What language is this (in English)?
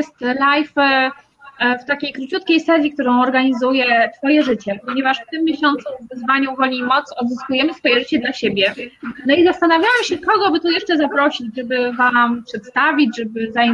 Polish